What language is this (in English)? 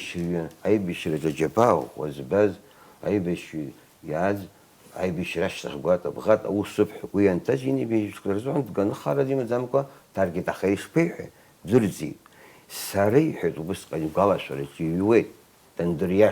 Abkhazian